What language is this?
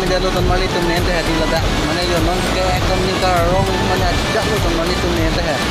Karbi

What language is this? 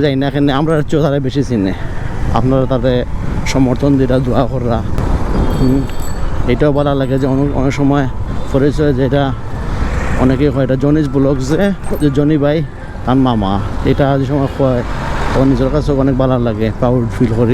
Sylheti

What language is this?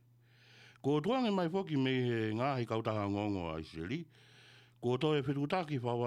Tongan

